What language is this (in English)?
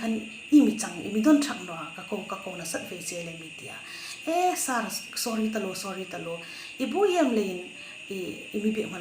Hmar